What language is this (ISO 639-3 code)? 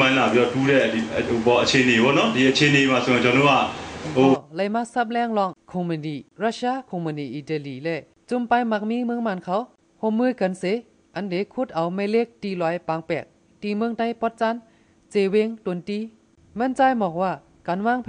shn